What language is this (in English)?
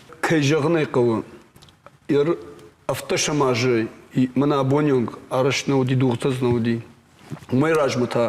Ossetic